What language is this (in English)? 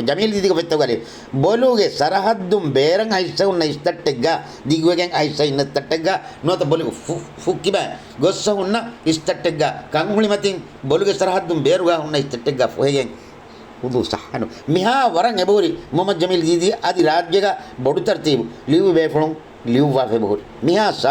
Divehi